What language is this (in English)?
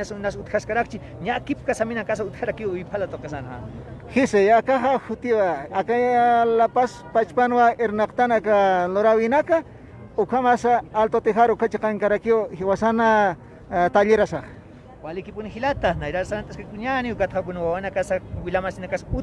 Aymara